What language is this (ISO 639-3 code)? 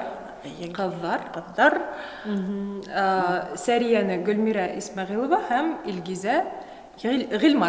bak